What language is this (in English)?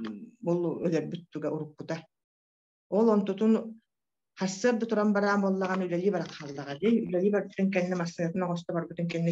Yakut